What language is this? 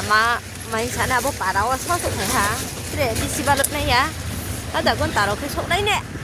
Riang (India)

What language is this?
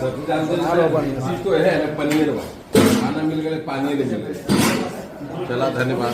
Magahi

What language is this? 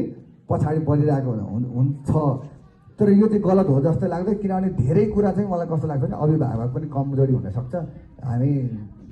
Nepali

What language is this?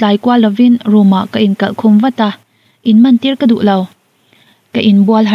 Mizo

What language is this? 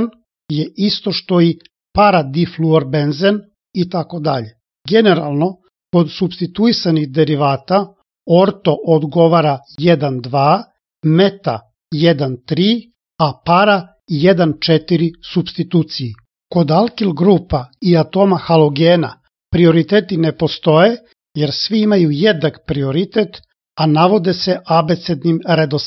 Serbian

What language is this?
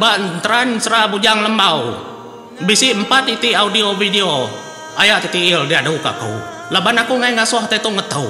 Iban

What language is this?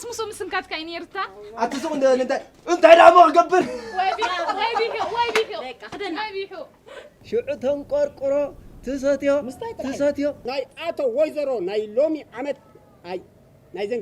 Tigrinya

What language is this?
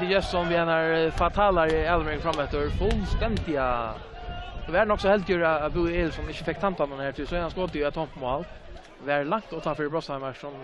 Faroese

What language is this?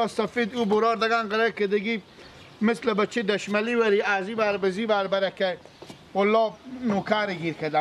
Persian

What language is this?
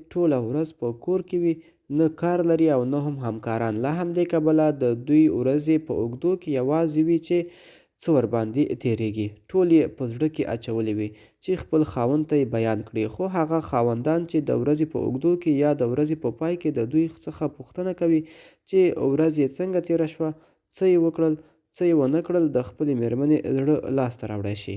Pashto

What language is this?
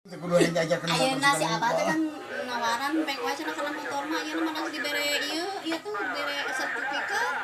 Sundanese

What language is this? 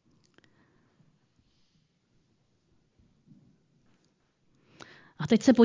Czech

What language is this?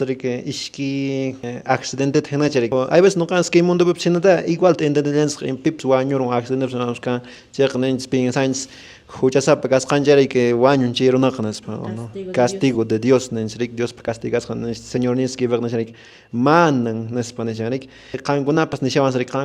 Quechua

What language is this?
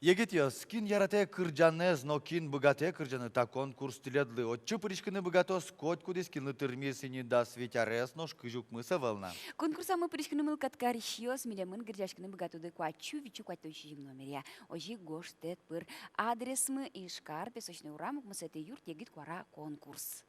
Udmurt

